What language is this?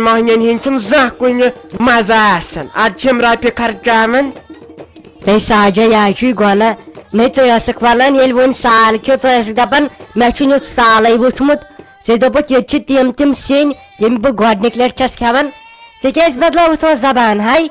Kashmiri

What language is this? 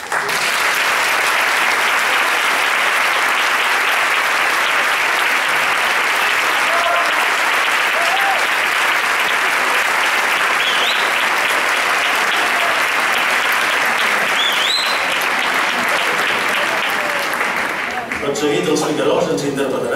Catalan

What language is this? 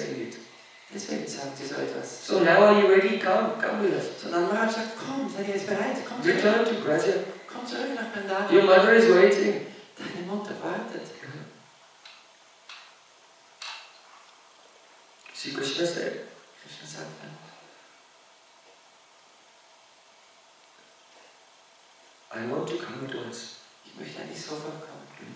German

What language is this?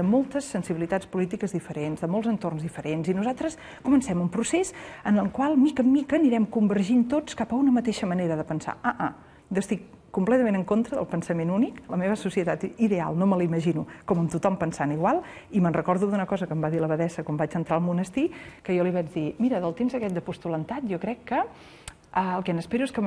Catalan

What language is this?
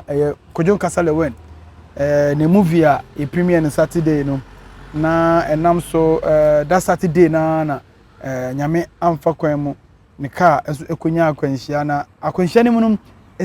Akan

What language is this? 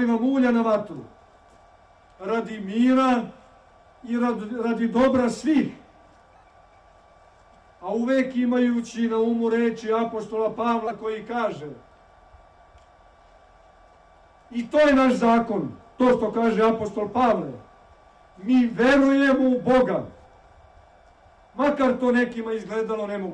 Serbian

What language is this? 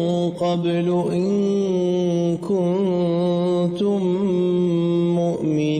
Arabic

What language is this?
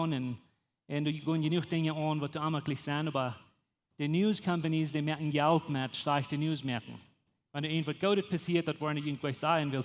Plautdietsch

